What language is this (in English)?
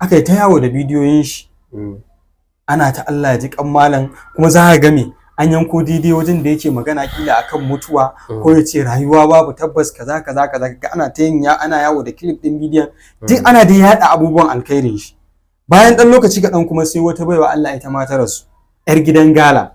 Hausa